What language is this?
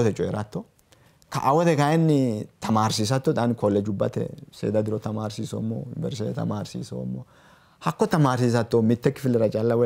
Sidamo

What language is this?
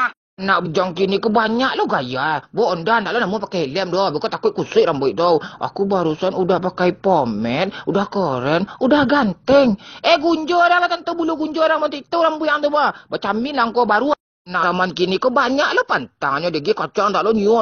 Minangkabau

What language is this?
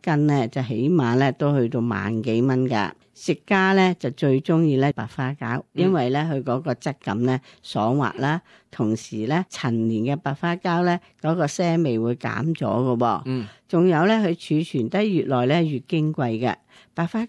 Cantonese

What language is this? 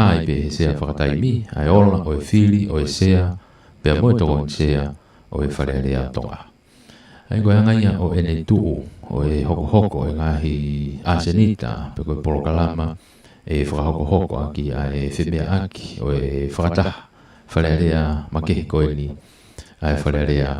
Tongan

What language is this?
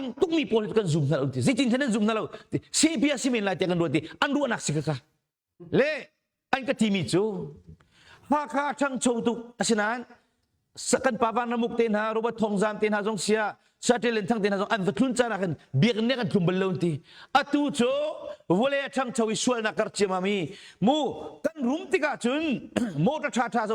Hakha Chin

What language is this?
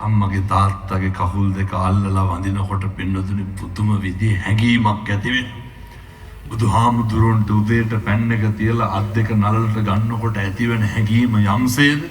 Sinhala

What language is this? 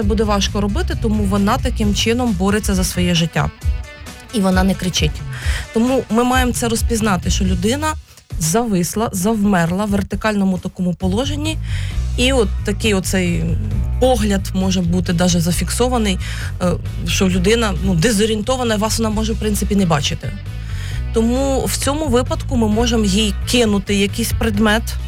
Ukrainian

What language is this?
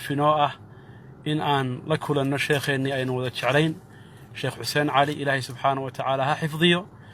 Somali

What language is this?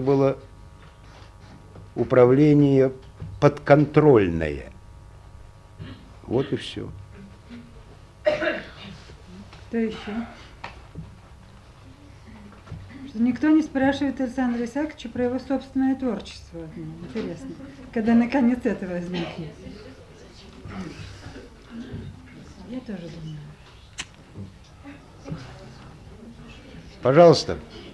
Russian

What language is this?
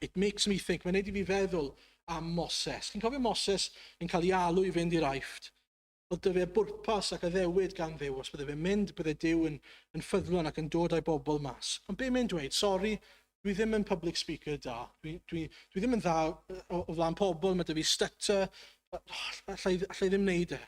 Welsh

